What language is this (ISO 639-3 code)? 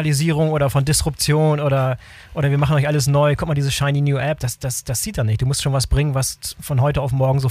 deu